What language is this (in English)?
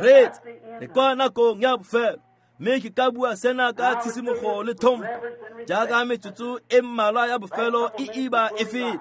Tswana